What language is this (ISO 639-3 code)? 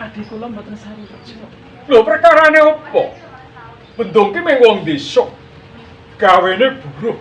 jav